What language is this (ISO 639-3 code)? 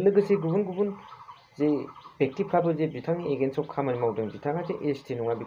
brx